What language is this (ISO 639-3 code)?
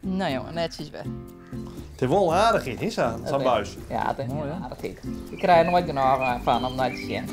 fry